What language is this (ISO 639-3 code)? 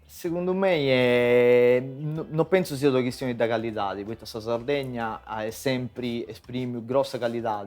srd